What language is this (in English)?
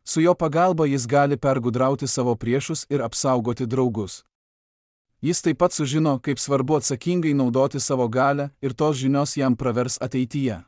Lithuanian